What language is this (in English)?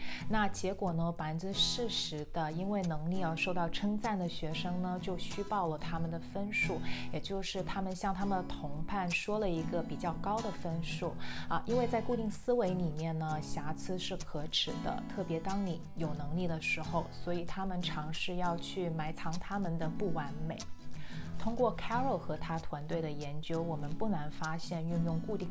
Chinese